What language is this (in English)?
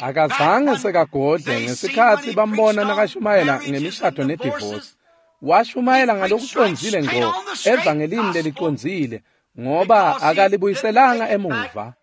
Swati